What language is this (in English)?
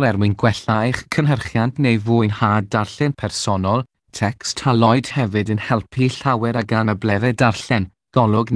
Welsh